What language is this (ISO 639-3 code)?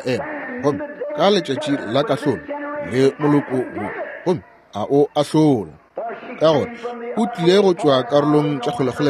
nso